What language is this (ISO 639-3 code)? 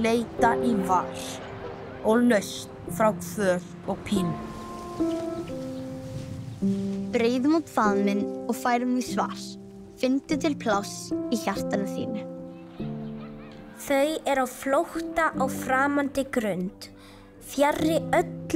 isl